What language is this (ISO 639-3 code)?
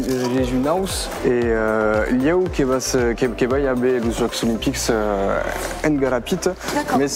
oci